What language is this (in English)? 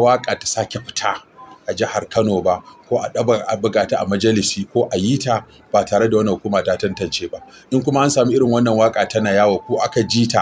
Hausa